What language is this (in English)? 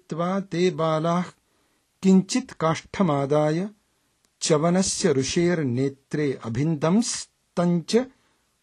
Sanskrit